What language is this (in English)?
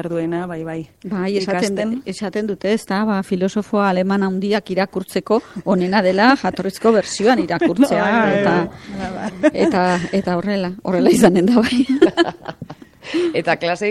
Basque